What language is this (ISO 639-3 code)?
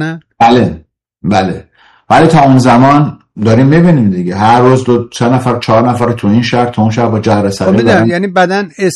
fas